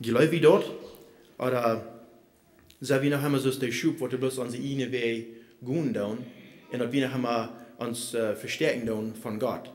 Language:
Plautdietsch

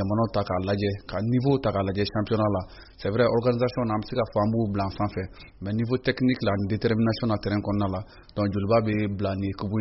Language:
Bambara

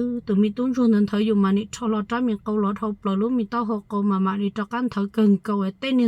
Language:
Hmong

